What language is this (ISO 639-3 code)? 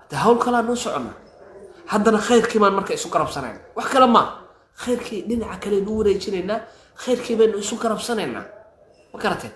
som